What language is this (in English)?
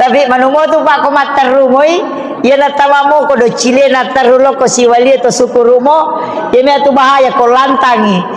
Buginese